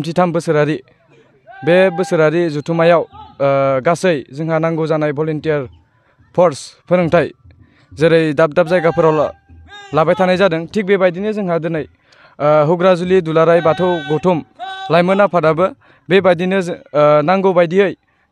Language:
Bodo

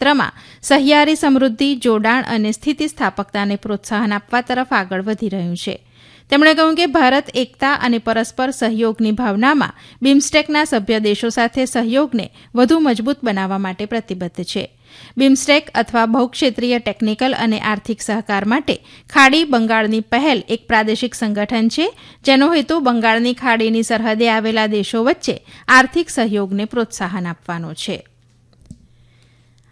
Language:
Gujarati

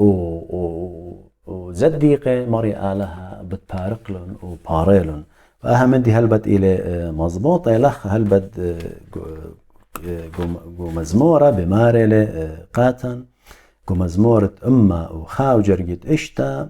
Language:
Assyrian Neo-Aramaic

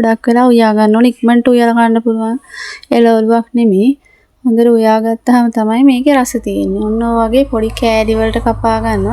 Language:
Sinhala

